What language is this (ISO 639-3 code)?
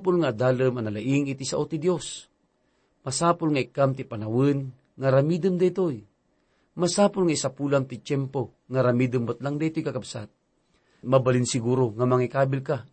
ilo